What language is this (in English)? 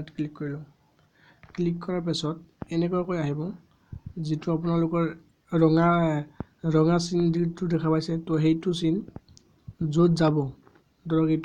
Assamese